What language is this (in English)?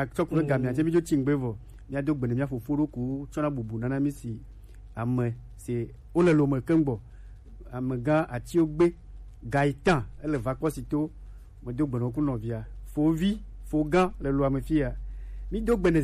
Gen